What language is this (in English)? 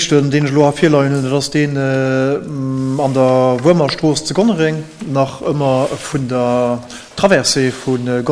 Luxembourgish